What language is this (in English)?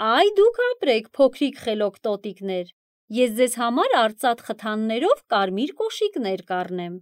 Armenian